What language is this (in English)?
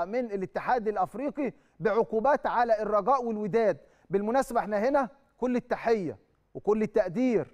Egyptian Arabic